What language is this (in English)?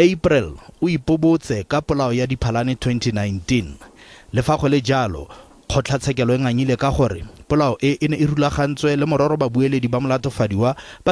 Tswana